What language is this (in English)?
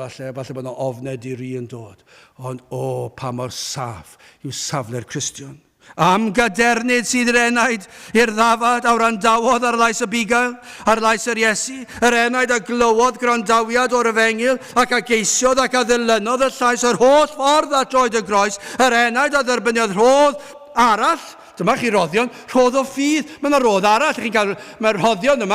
Welsh